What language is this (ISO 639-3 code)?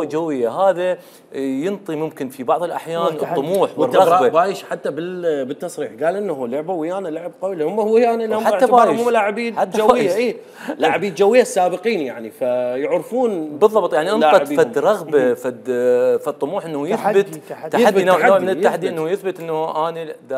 acm